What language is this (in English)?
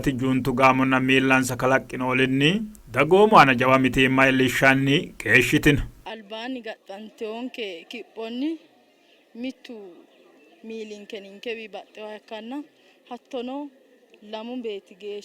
Sidamo